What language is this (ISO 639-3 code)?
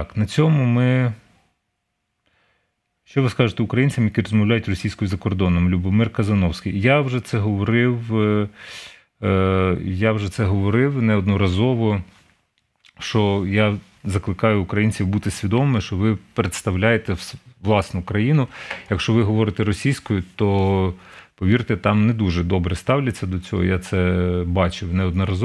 ukr